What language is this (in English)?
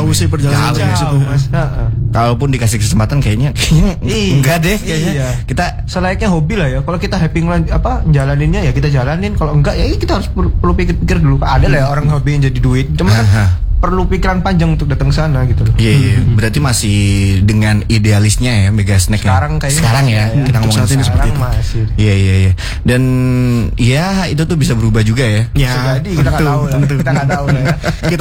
Indonesian